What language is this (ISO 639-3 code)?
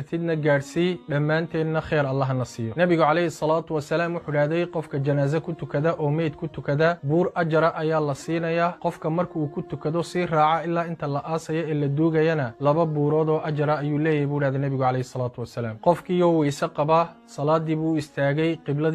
som